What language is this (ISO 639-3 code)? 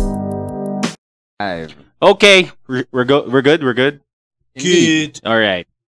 fil